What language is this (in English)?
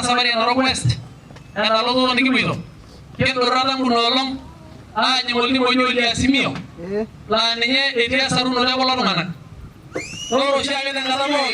Masai